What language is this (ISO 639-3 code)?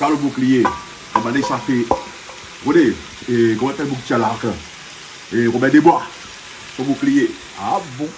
rcf